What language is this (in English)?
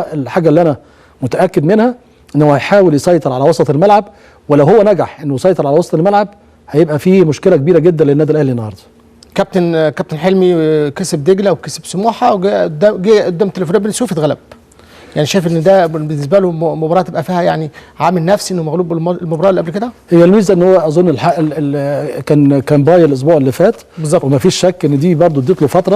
Egyptian Arabic